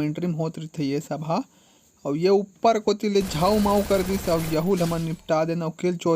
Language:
Chhattisgarhi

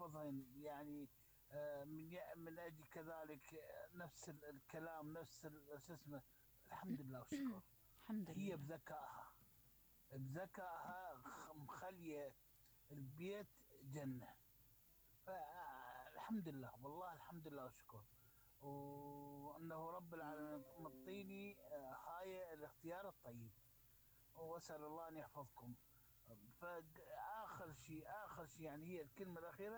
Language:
Mesopotamian Arabic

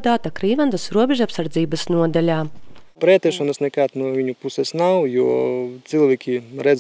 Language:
Latvian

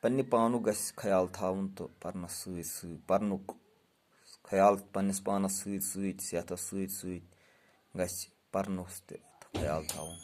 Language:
Kashmiri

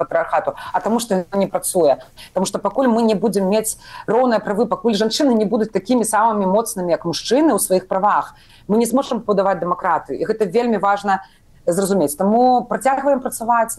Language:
Belarusian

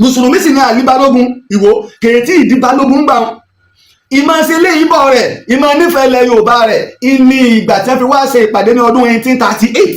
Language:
Yoruba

